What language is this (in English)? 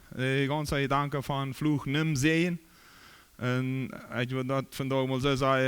Plautdietsch